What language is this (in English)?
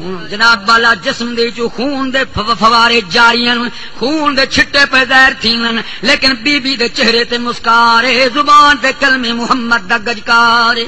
Saraiki